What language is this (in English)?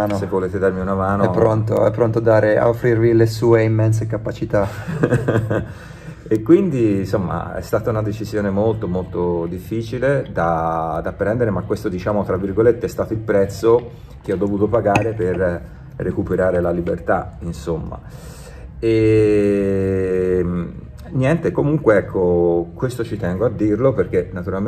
Italian